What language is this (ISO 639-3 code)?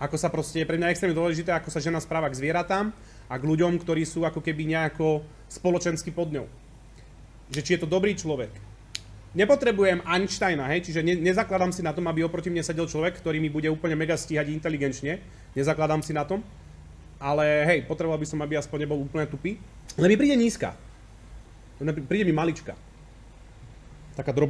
slk